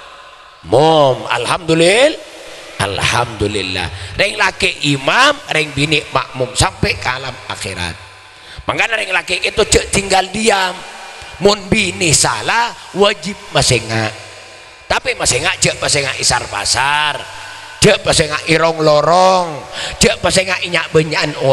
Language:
Madurese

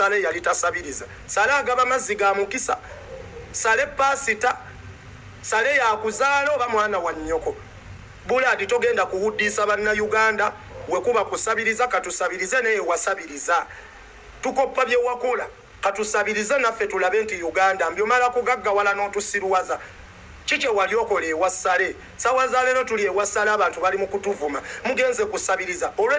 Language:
Ganda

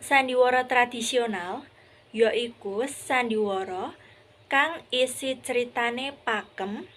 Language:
Javanese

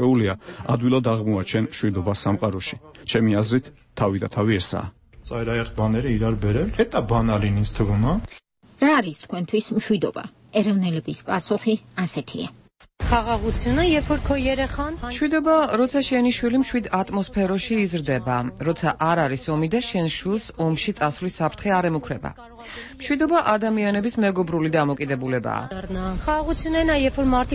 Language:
Georgian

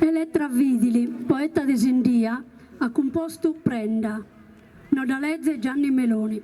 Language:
Sardinian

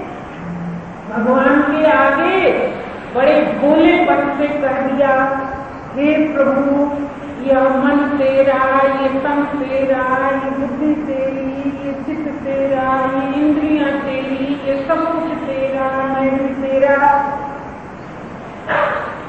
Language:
Hindi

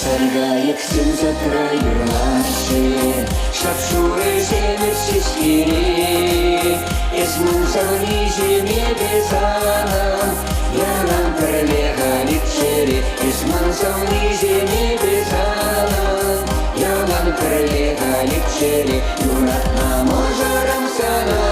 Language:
Chuvash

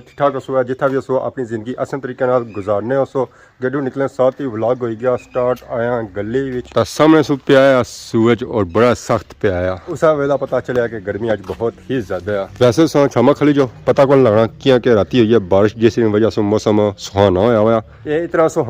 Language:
Pahari-Potwari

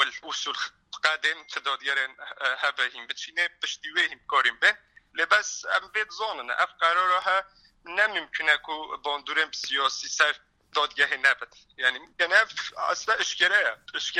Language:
Kurdish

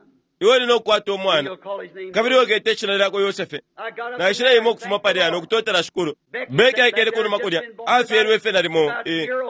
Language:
Bemba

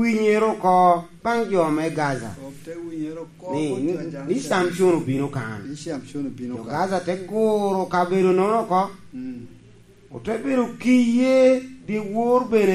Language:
Lango (Uganda)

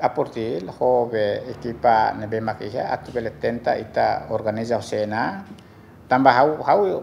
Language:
Tetum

